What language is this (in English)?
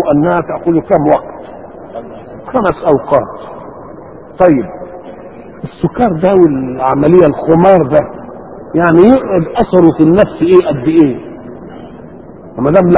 Egyptian Arabic